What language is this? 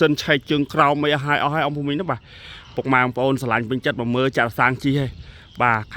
Khmer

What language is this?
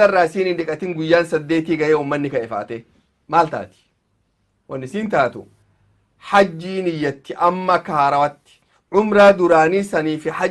Oromo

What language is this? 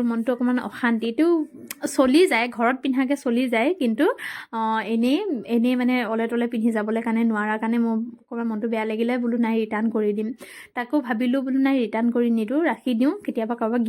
Assamese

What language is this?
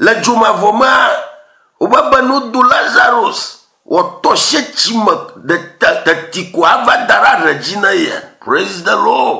Ewe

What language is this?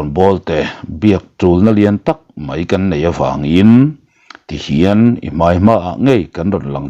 Mizo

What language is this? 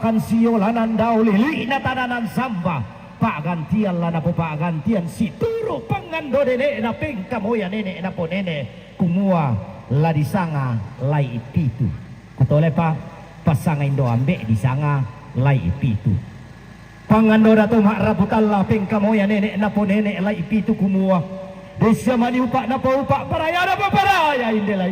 Toraja-Sa'dan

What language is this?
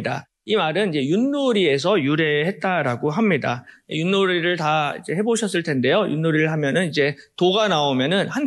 Korean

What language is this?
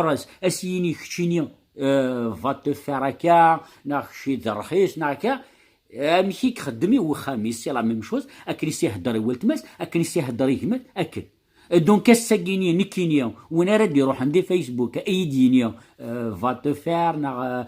Kabyle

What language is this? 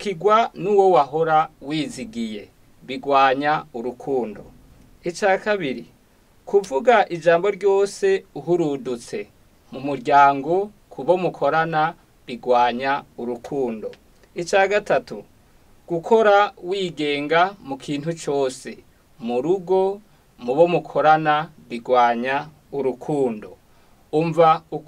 Rundi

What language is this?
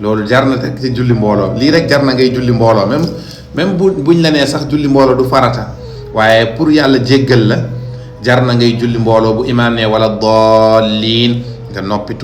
Wolof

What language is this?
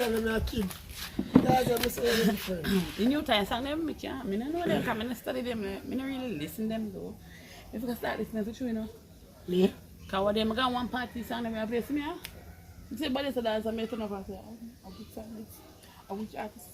Jamaican Creole English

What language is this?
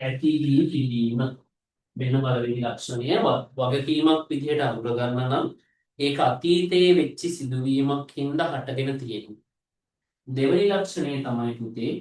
Sinhala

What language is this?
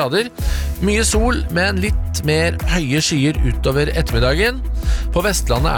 Norwegian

